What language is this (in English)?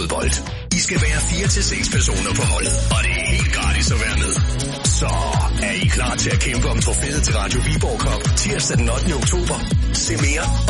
Danish